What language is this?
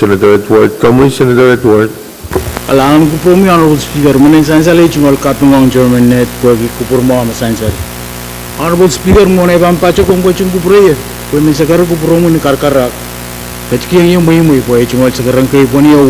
Pohnpeian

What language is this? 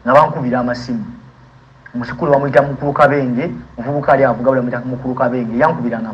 Ganda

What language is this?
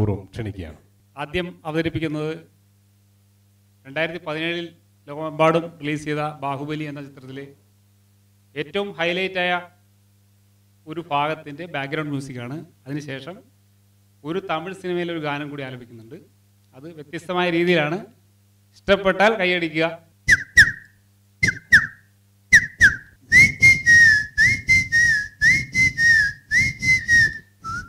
Malayalam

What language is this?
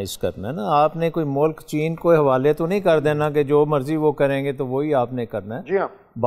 Urdu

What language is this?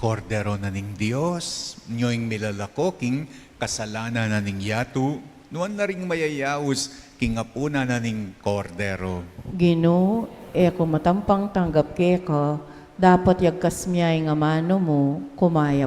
Pampanga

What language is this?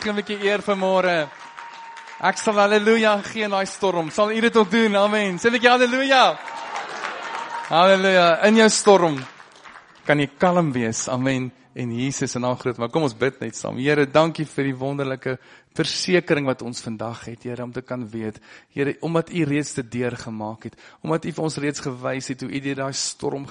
Afrikaans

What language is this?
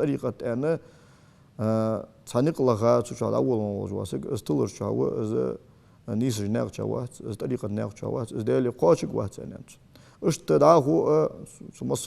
Ingush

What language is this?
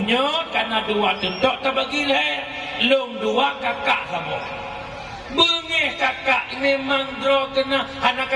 Achinese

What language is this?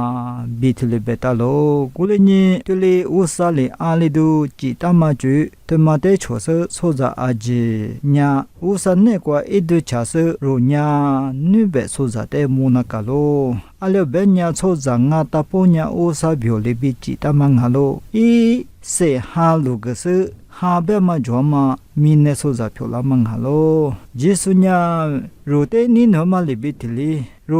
Lisu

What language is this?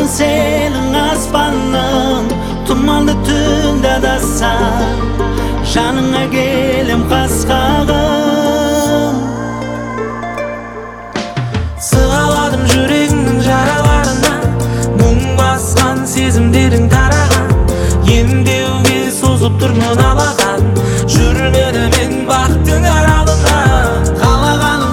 Kazakh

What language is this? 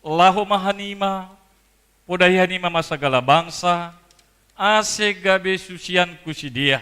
Batak Simalungun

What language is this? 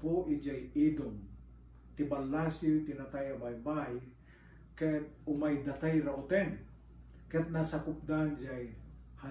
Iloko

